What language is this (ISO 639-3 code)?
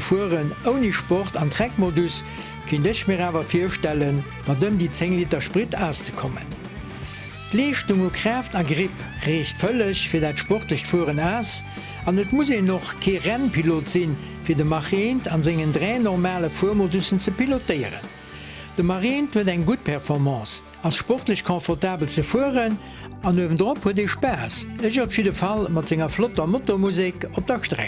ltz